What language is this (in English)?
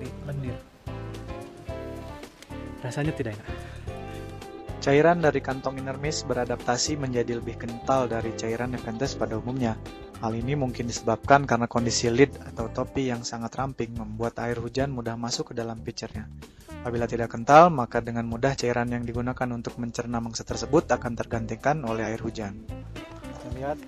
Indonesian